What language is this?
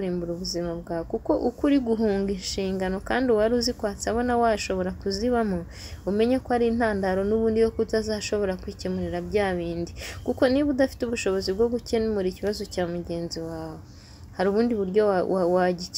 Kinyarwanda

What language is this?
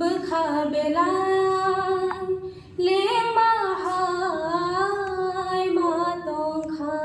Kok Borok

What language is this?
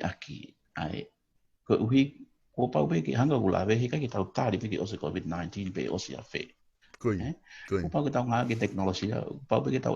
Tongan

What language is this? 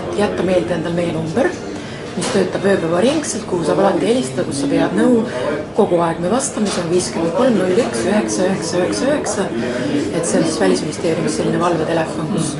Estonian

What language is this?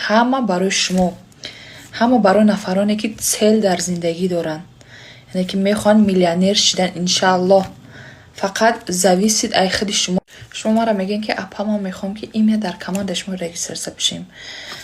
Tajik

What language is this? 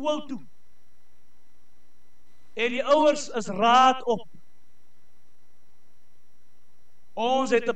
Afrikaans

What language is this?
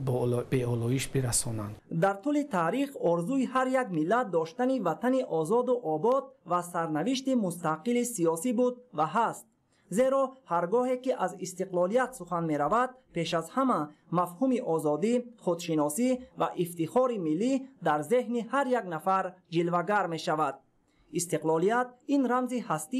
Tajik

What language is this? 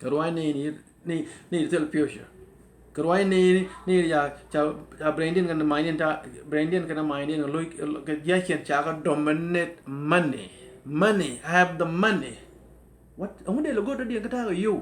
Nuer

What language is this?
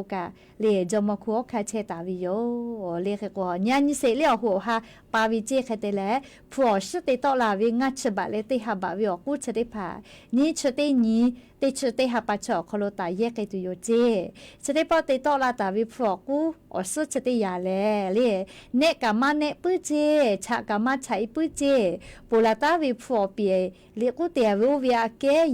Lahu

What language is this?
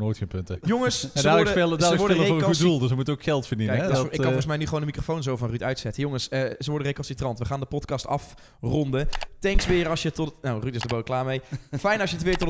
Dutch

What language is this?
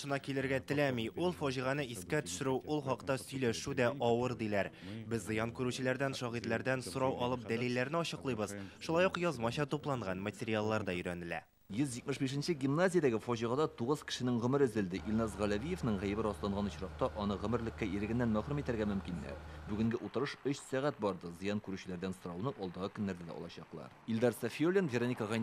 Tatar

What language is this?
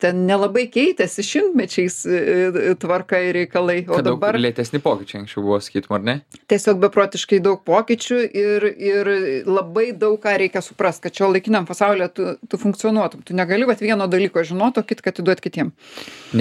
Lithuanian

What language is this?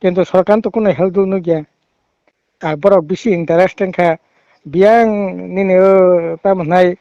Kok Borok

